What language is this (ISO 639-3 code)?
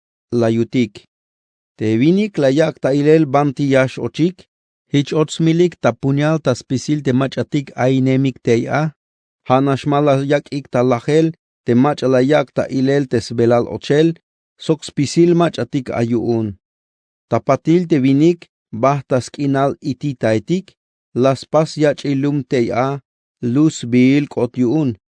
tzh